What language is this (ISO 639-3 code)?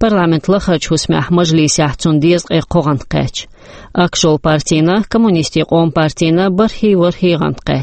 che